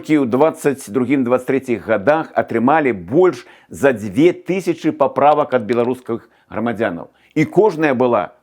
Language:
Belarusian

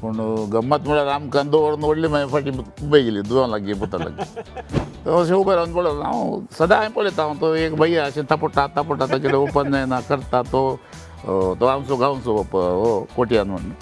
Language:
Konkani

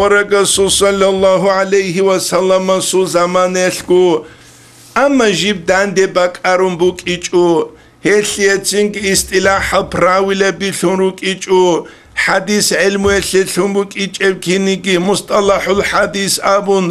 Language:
Avaric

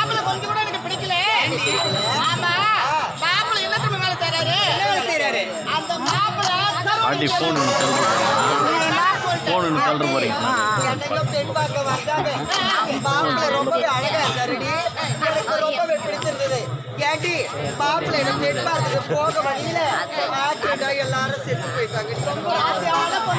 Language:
Tamil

